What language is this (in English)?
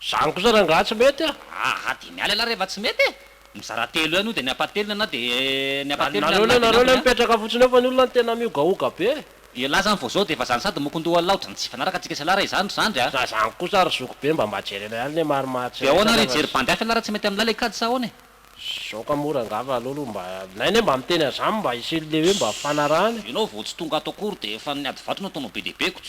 Malagasy